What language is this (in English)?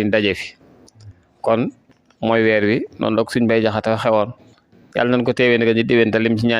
Wolof